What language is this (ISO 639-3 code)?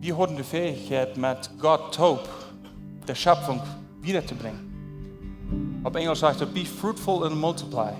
pdt